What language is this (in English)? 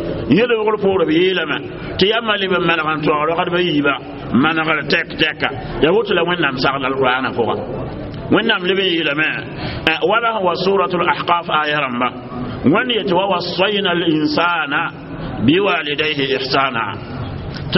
Mossi